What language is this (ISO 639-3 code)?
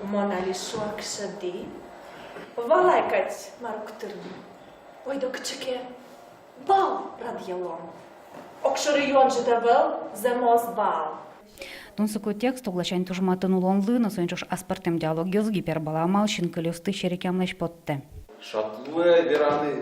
udm